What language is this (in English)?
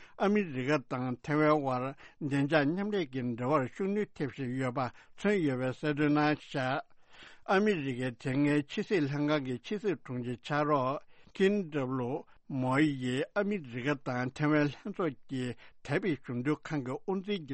Tibetan